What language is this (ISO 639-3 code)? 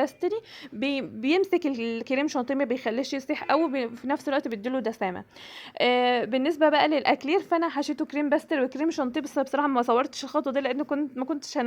arz